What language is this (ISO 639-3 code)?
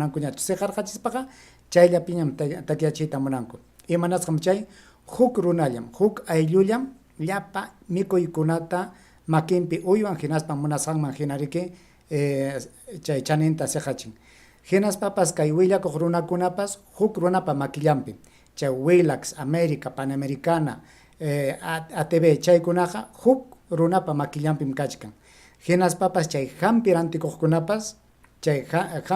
quy